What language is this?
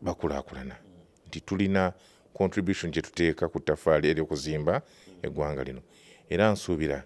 Ganda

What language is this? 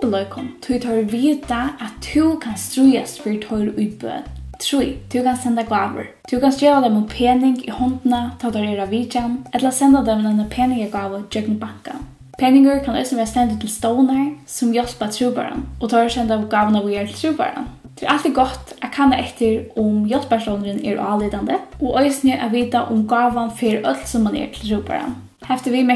Faroese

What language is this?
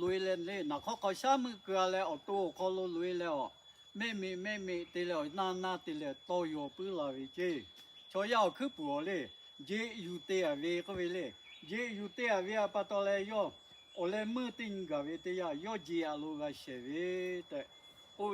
Lahu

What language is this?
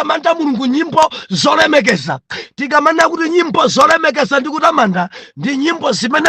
Nyanja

